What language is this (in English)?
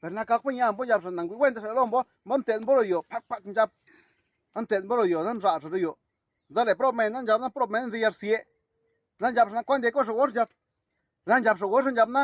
Zapotec